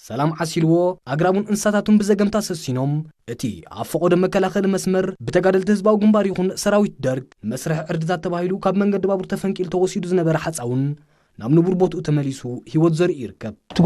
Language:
Tigrinya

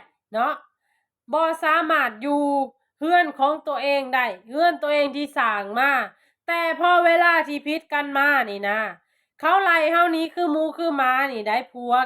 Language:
Lao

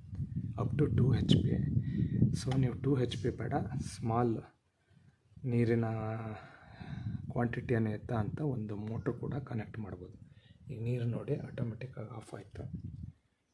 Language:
Kannada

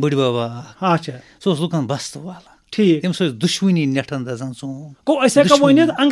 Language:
Kashmiri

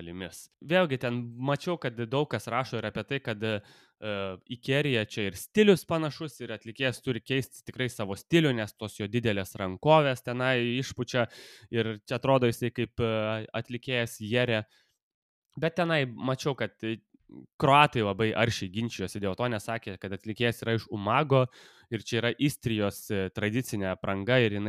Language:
Lithuanian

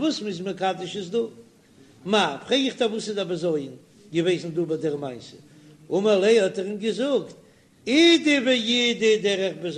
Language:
Yiddish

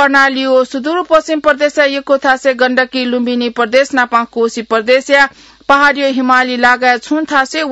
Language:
Newari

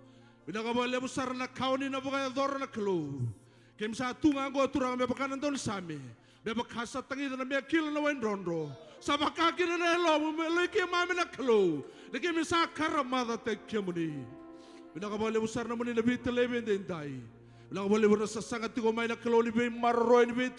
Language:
Fijian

